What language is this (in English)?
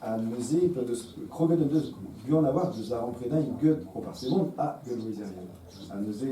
Breton